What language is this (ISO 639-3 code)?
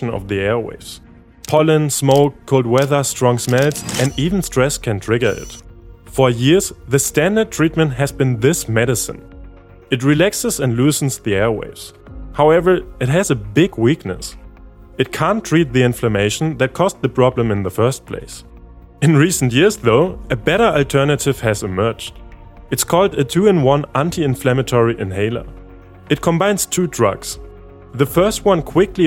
eng